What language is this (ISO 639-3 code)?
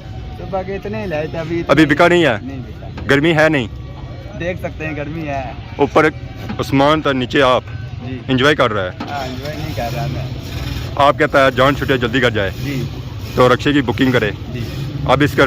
phr